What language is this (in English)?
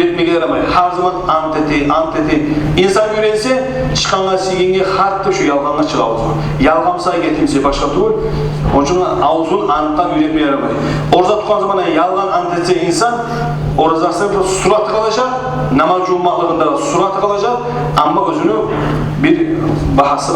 Kumyk